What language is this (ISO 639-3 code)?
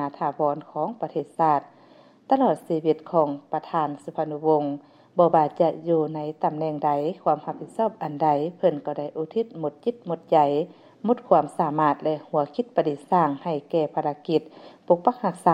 lao